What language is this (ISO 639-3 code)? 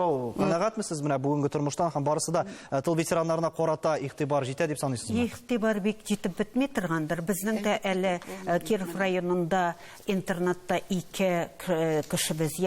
tat